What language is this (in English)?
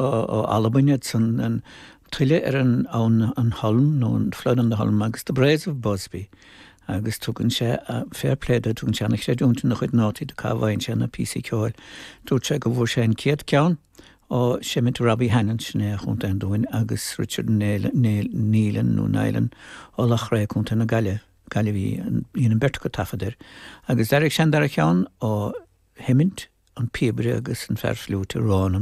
Irish